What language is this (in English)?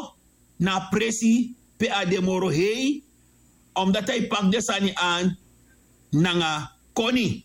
Sranan Tongo